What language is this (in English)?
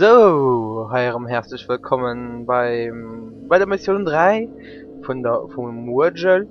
Luxembourgish